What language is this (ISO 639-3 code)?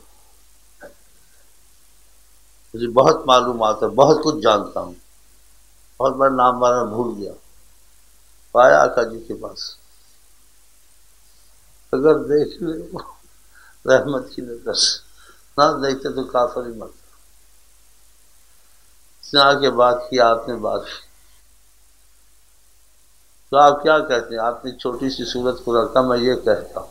urd